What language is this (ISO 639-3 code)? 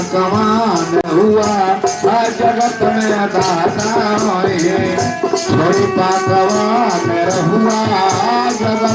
mag